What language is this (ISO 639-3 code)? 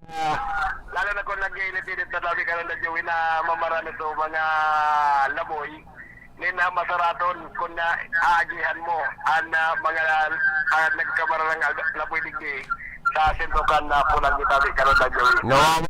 bik